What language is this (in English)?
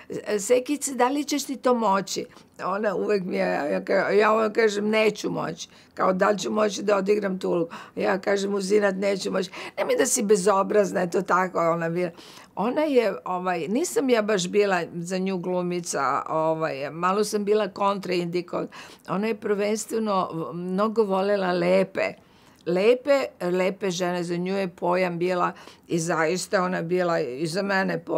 Serbian